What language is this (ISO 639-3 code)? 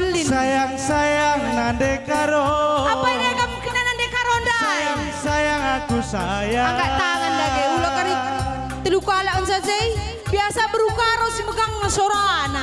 btx